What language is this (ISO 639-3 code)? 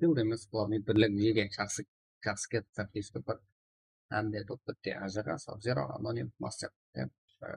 kaa